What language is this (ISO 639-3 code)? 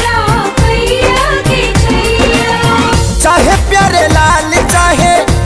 bho